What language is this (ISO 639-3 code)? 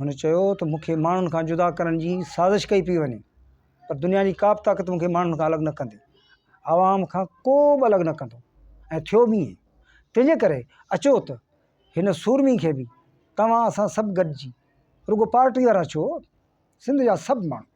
snd